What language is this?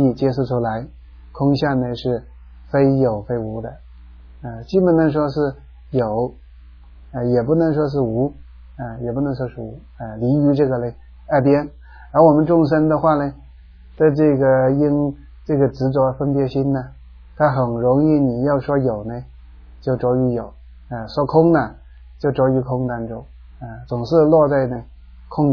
Chinese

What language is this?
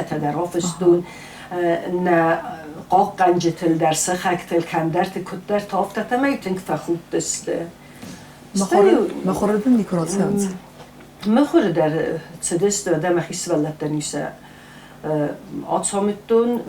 Ossetic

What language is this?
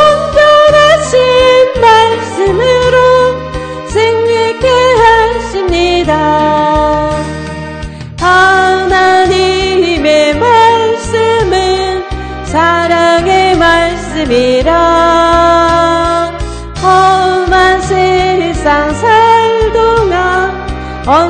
Korean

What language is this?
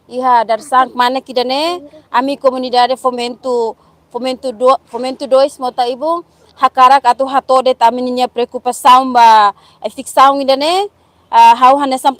Tetum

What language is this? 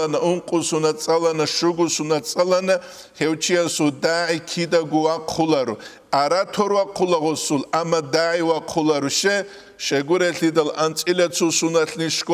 Avaric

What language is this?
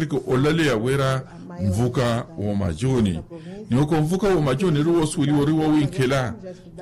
Makhuwa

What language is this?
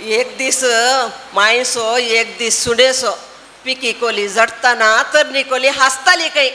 Konkani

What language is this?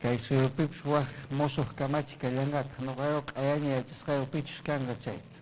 Ayacucho Quechua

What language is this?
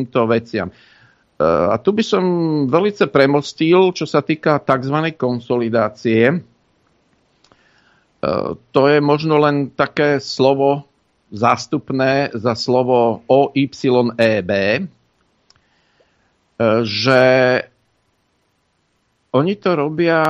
Slovak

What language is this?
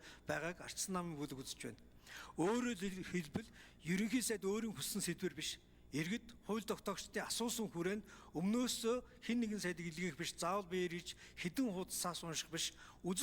Mongolian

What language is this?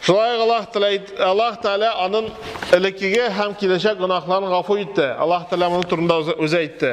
Tatar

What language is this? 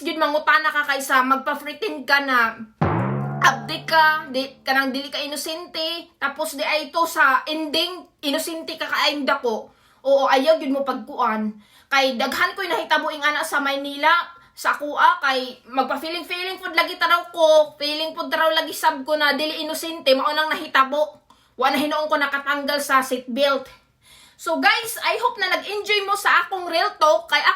Cebuano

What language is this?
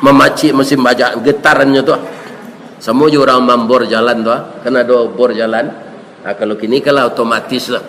Minangkabau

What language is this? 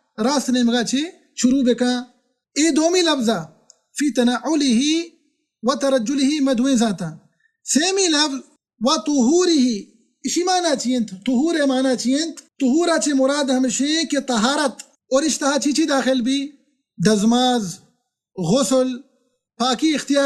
Baluchi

